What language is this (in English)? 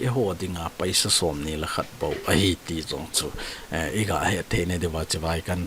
Thado Chin